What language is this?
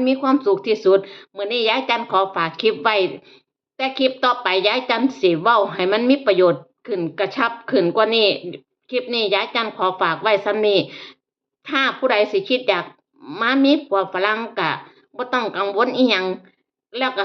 Northeastern Thai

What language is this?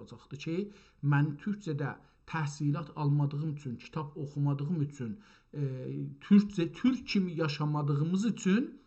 South Azerbaijani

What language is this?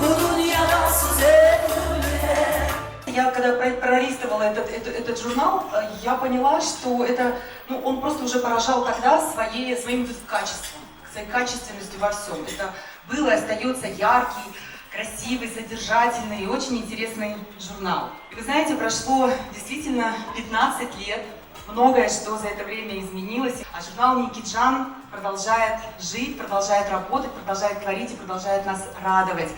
Crimean Tatar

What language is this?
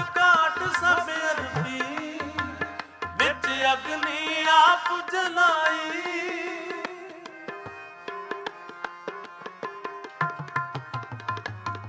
Punjabi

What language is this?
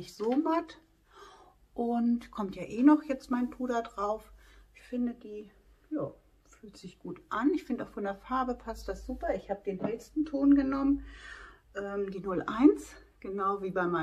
German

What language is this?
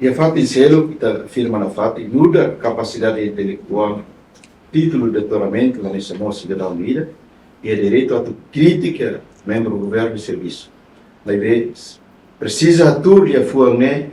Tetum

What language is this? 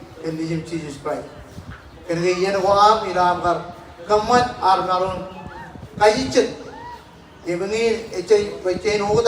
Marshallese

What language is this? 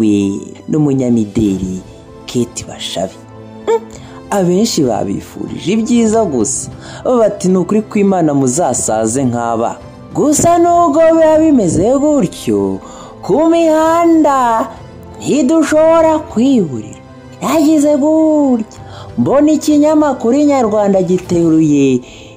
Kinyarwanda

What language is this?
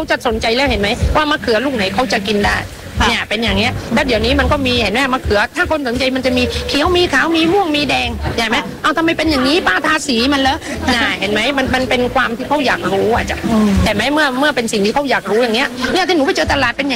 Thai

